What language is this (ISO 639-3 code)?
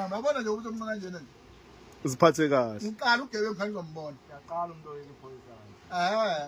zul